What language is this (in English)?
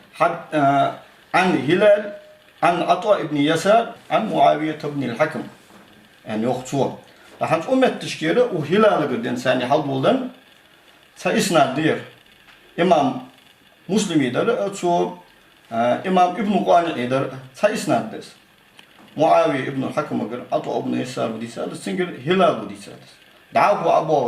Ingush